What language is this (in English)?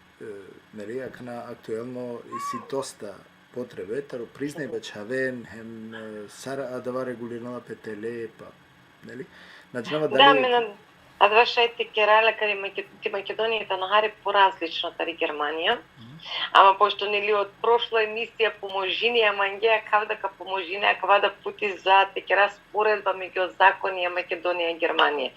Balkan Romani